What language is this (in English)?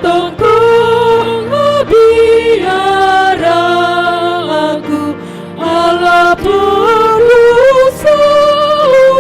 Batak Toba